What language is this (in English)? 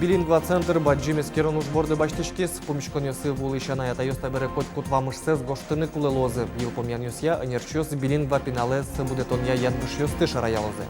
Udmurt